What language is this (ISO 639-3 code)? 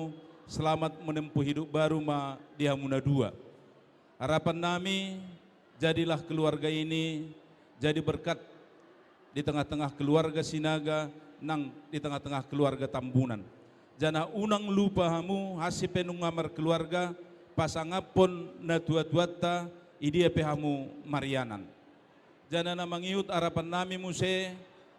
bbc